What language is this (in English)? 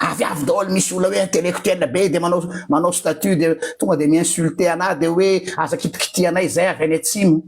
Malagasy